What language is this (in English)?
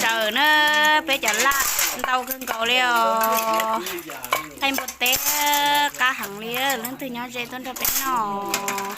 Hmong